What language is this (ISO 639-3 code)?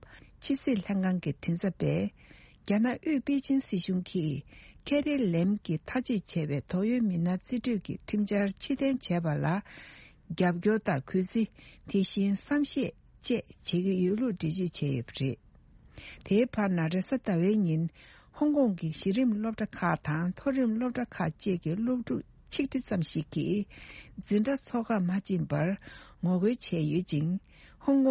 bod